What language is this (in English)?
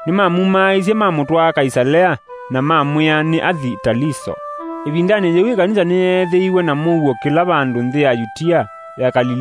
Kamba